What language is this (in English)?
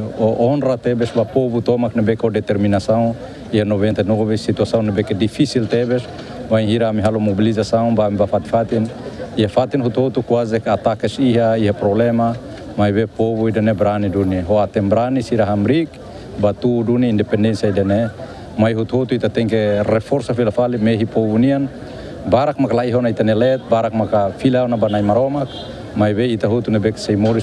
Tetum